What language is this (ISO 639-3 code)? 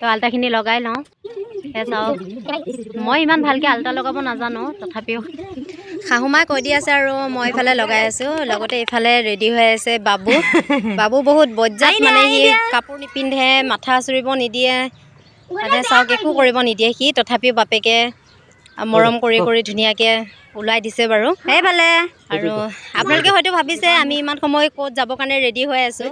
asm